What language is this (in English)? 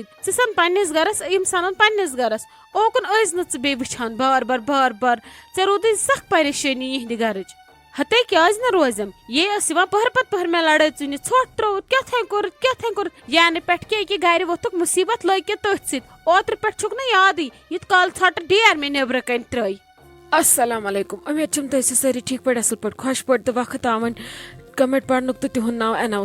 Kashmiri